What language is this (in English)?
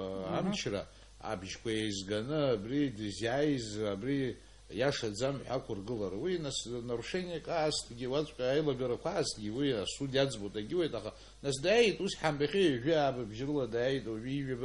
Abkhazian